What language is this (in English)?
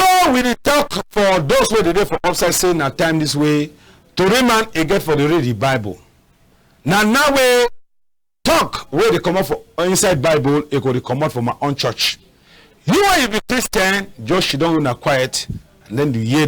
Cameroon Pidgin